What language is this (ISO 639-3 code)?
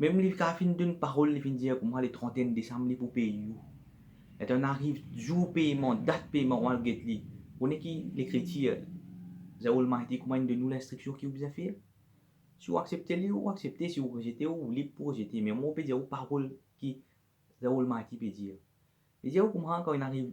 mfe